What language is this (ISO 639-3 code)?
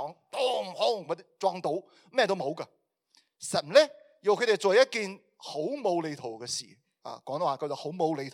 yue